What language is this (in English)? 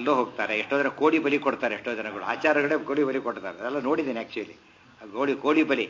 Kannada